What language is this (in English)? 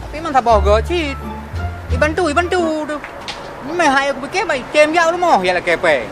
Achinese